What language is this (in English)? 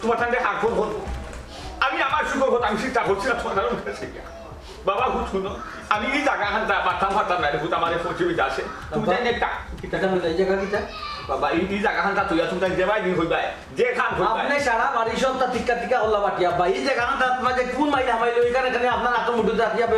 Sylheti